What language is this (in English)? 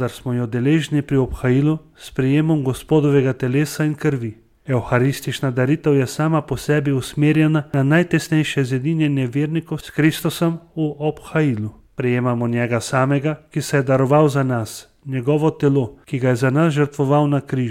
Slovenian